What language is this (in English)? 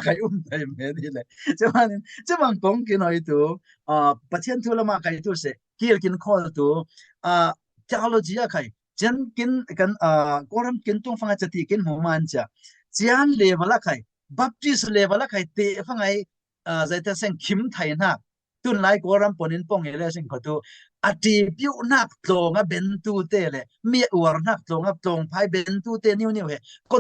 Falam Chin